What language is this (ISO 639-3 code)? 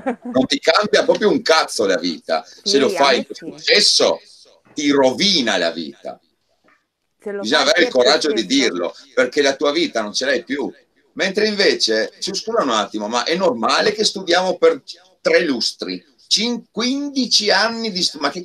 ita